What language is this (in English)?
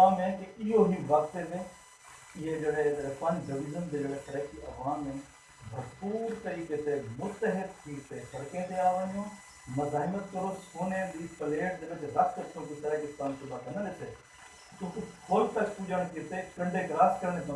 Saraiki